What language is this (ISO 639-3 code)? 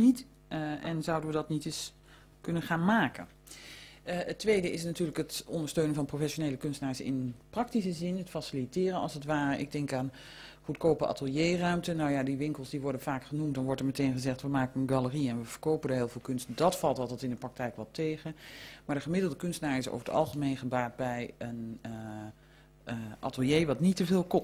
nld